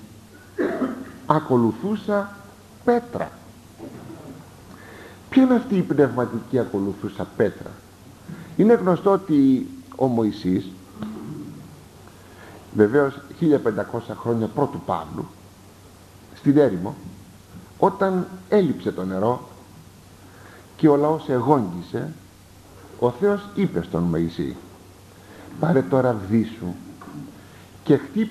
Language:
Greek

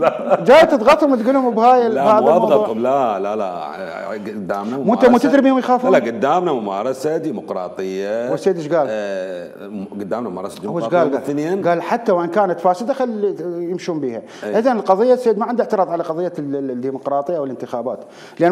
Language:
Mesopotamian Arabic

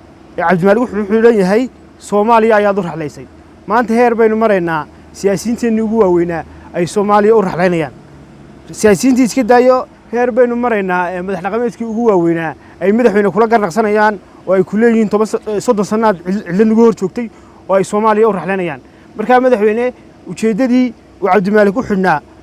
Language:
Somali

